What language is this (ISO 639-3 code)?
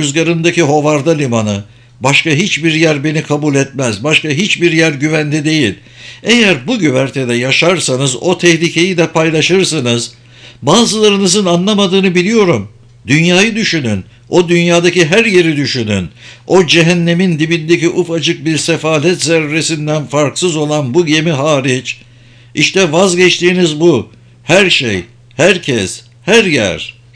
tur